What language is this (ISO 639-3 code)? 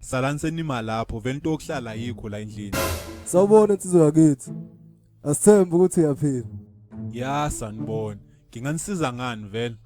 zul